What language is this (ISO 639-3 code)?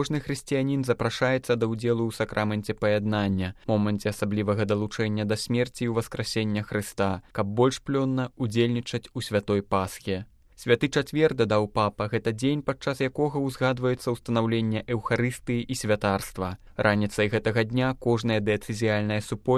bel